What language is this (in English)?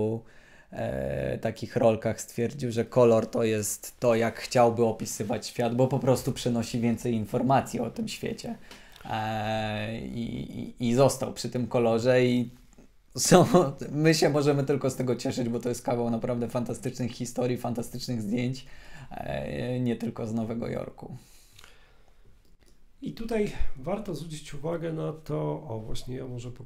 Polish